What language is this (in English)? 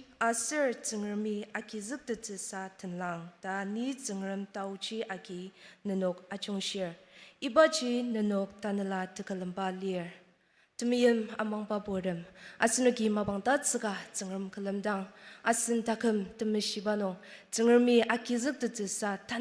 Ao Naga